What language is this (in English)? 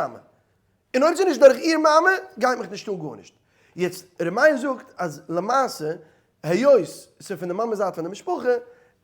Yiddish